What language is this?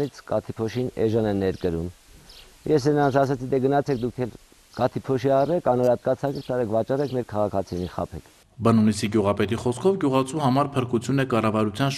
Armenian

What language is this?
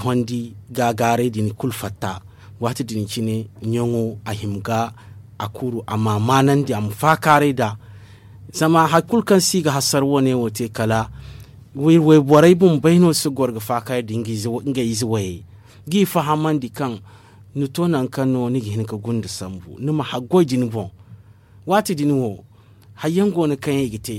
Zarma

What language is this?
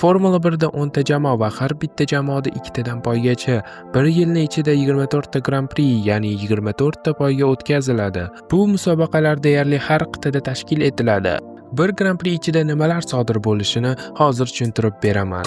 Uzbek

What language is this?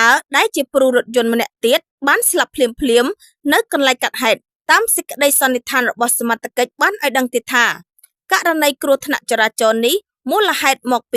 Khmer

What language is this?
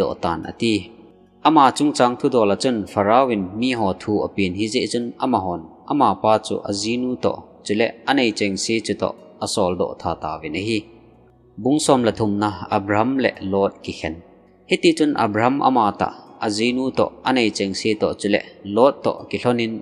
Thado Chin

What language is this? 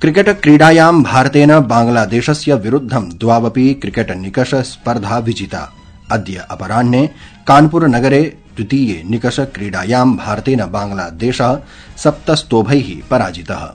Sanskrit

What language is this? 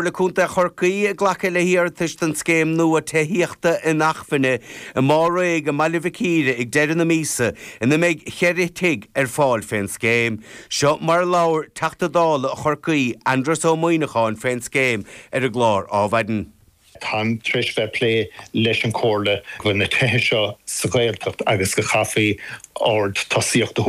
Irish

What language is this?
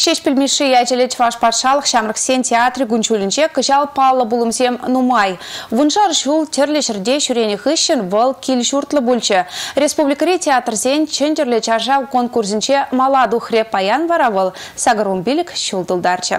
Chuvash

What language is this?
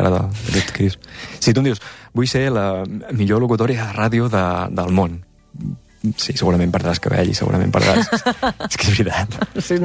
Catalan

